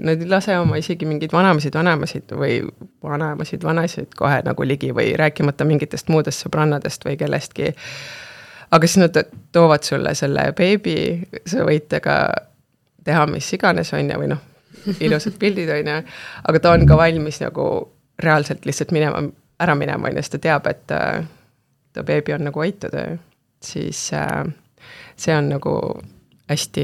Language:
Estonian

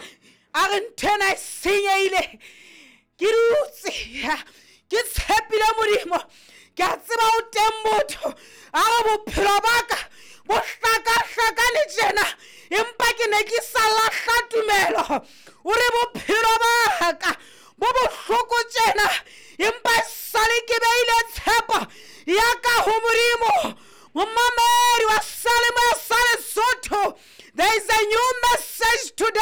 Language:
Southern Sotho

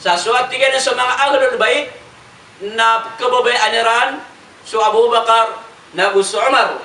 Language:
Maranao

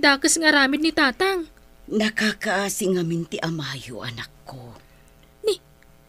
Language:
Iloko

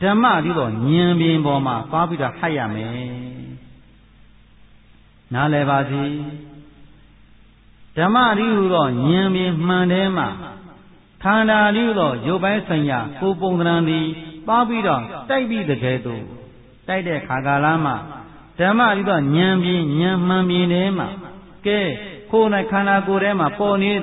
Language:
Burmese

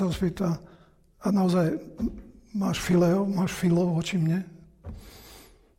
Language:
Slovak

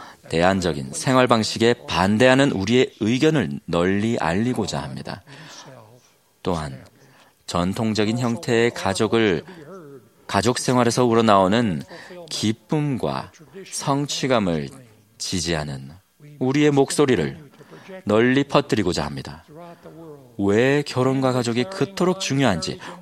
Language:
Korean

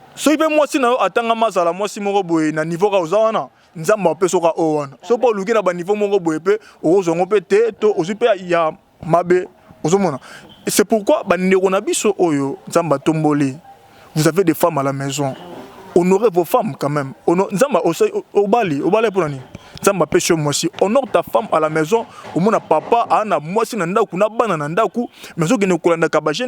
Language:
Lingala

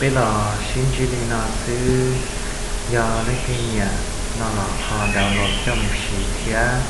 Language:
Hmong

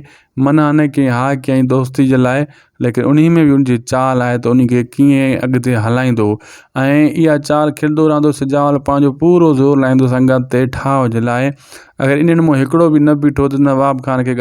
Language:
Sindhi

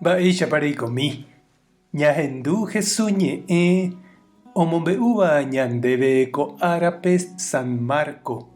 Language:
Guarani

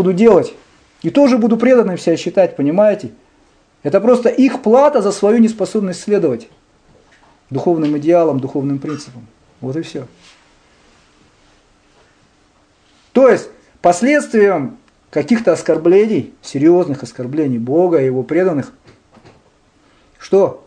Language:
Russian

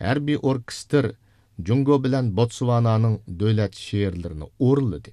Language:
Uyghur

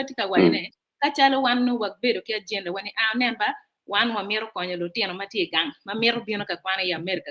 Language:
Acoli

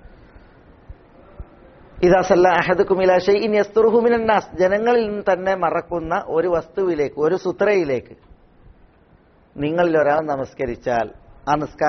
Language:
Malayalam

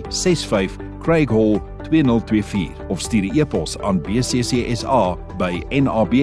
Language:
Afrikaans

